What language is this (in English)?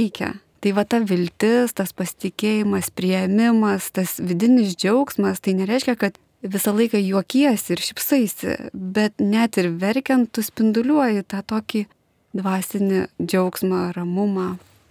Lithuanian